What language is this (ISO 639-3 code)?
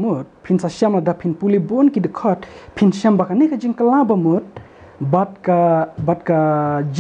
kha